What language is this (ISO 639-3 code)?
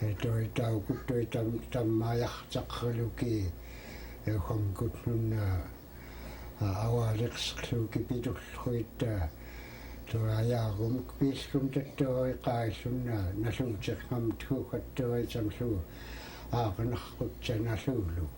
esu